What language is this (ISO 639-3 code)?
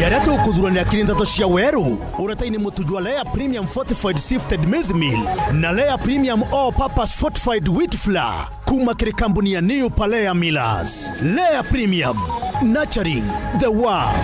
mer